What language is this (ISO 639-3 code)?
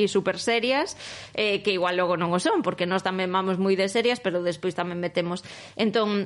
glg